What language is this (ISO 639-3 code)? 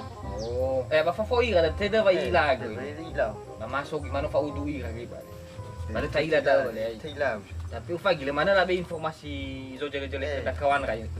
nia